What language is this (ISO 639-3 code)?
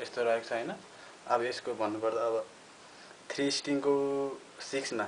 nep